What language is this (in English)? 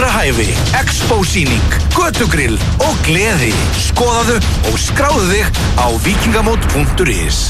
Icelandic